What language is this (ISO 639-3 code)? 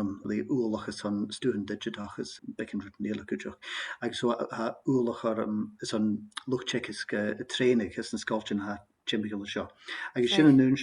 gla